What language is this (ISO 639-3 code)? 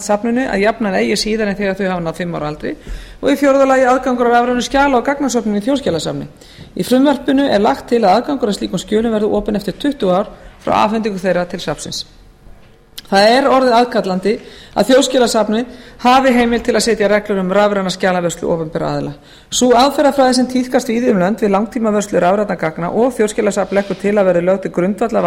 isl